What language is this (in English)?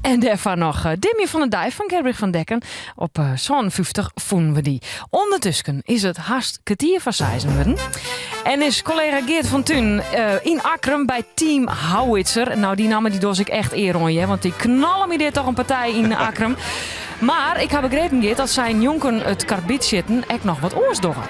Western Frisian